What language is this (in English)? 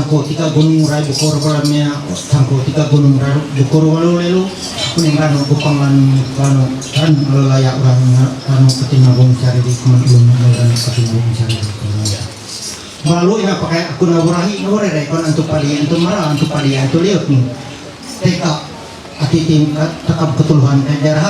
Ma'anyan